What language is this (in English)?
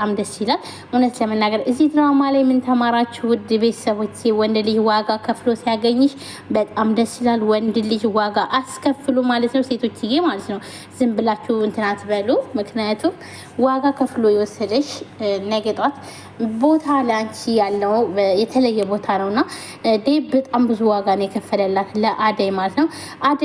Amharic